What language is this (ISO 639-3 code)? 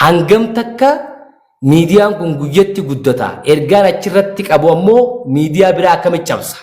orm